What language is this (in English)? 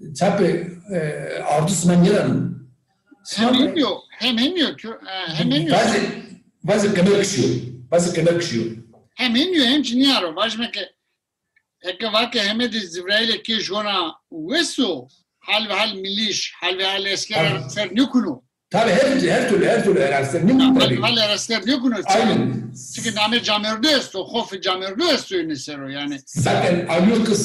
Zaza